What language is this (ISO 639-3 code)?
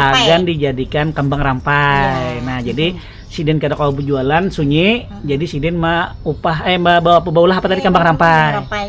bjn